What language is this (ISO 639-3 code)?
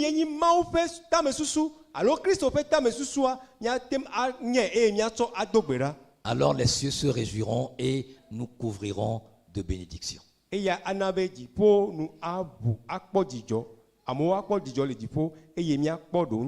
ewe